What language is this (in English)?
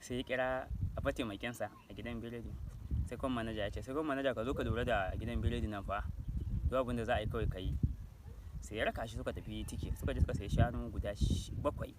Hausa